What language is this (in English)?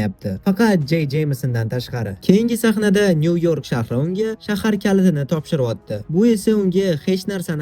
Uzbek